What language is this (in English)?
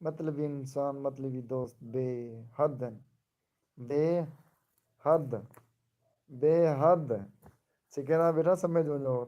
Saraiki